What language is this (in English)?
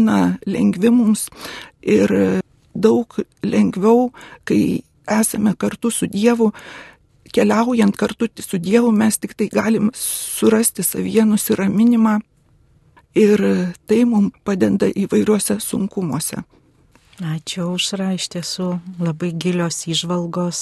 Lithuanian